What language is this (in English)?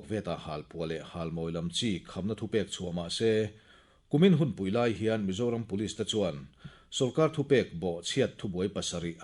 Mizo